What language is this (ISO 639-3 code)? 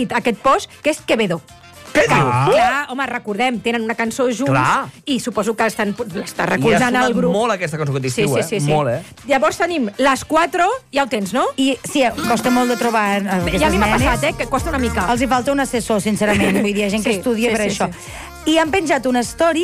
cat